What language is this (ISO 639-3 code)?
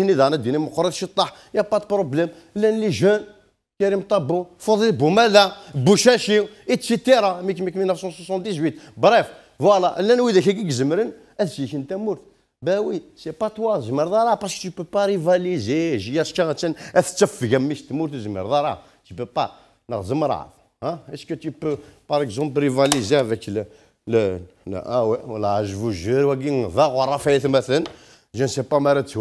kab